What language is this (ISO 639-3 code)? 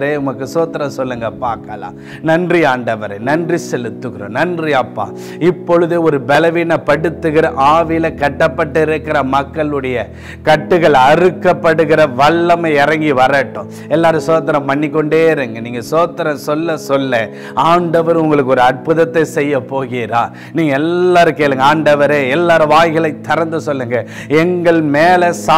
tam